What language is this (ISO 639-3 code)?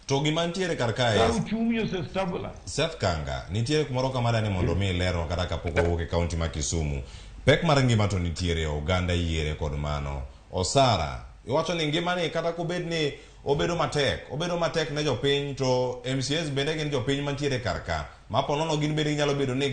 luo